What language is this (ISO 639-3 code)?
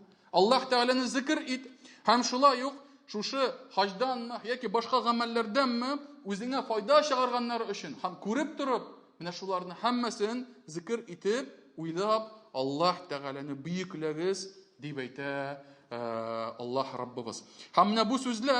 tat